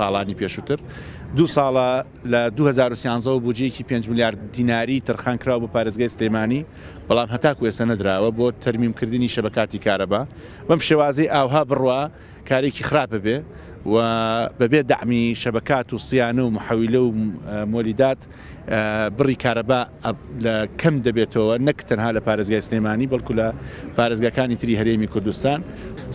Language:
Central Kurdish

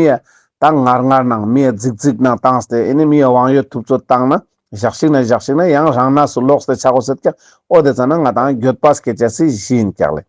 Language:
Ladakhi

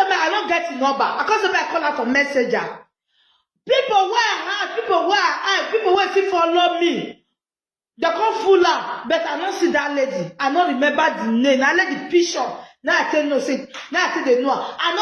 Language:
Nigerian Pidgin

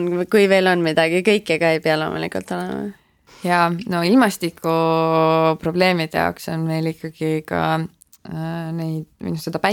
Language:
Estonian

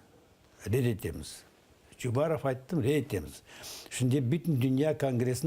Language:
Crimean Tatar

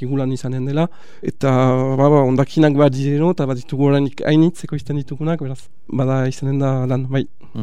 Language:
Basque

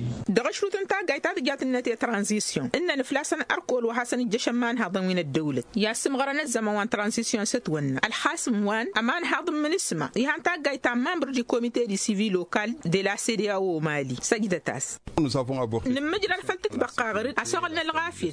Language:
Tamasheq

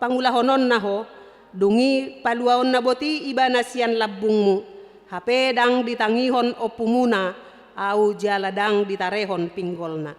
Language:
Batak Toba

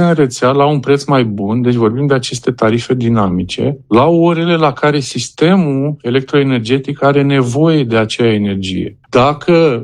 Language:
Romanian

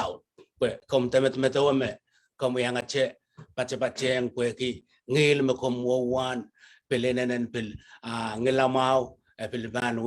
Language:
Pohnpeian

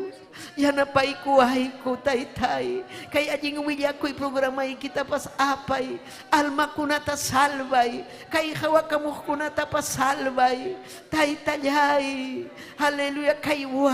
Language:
Ayacucho Quechua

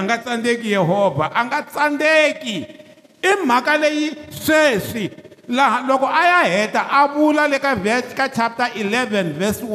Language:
Tsonga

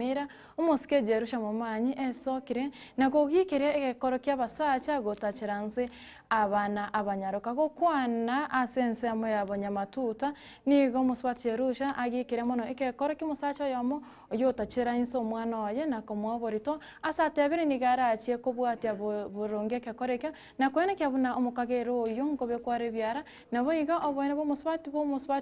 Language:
Gusii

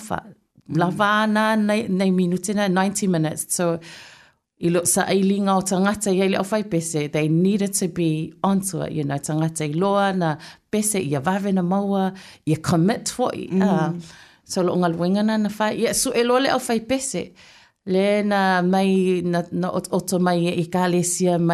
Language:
Samoan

